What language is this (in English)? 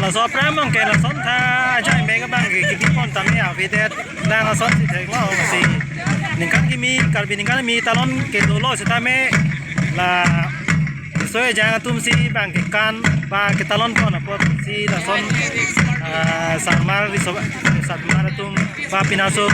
Karbi